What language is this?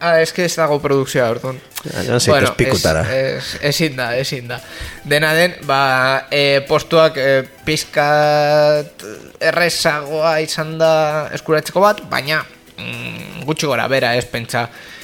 Basque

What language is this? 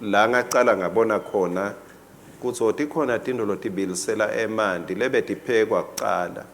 Swati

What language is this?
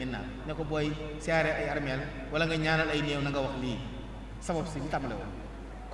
Wolof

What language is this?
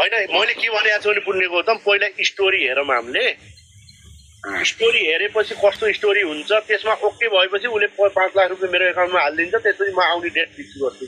Nepali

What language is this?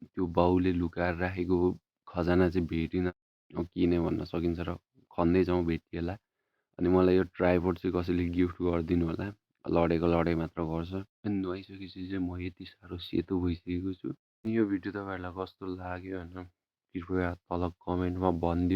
Nepali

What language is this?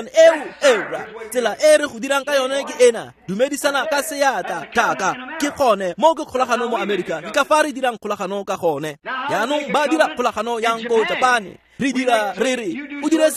Tswana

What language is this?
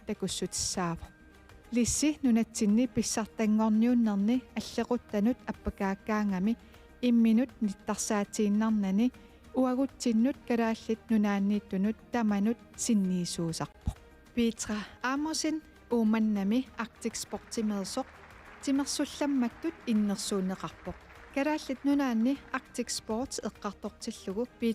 Kalaallisut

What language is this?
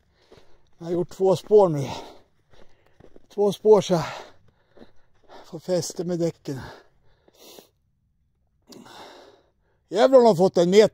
Swedish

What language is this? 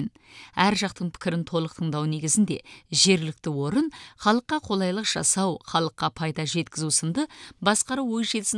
Kazakh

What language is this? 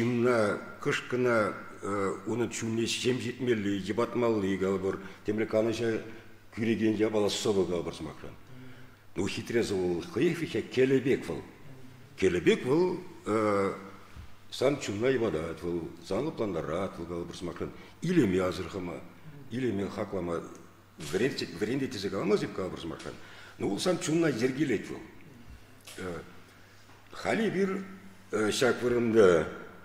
Chuvash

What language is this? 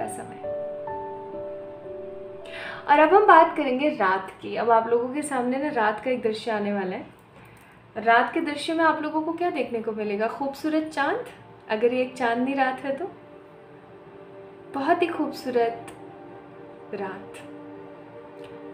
Hindi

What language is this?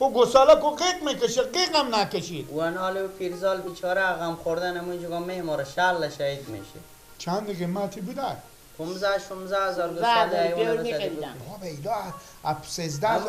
Persian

